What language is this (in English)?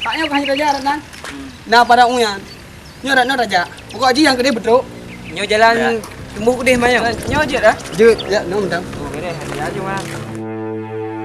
Achinese